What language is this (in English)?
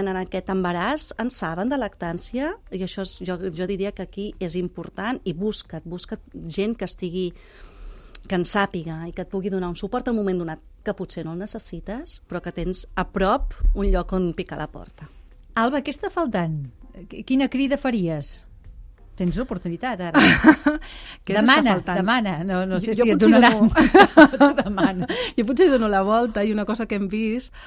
Catalan